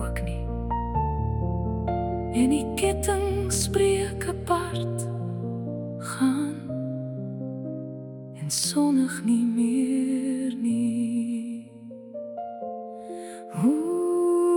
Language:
Afrikaans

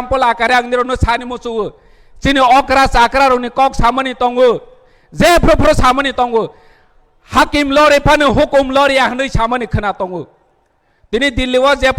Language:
Kok Borok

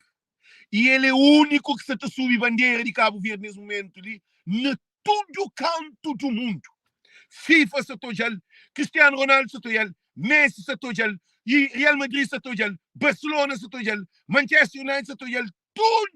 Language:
Kabuverdianu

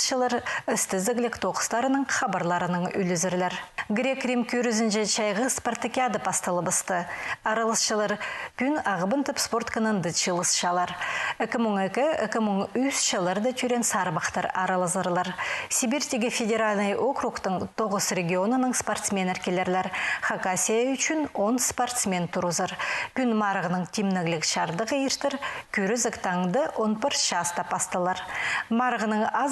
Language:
Khakas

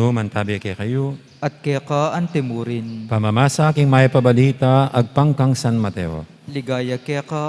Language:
Pampanga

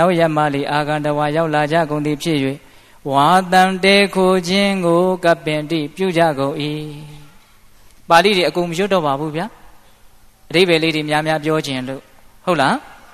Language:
Burmese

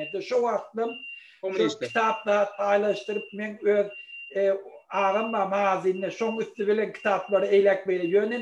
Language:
Turkmen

